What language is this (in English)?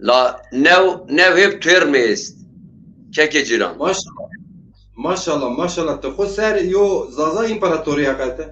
Zaza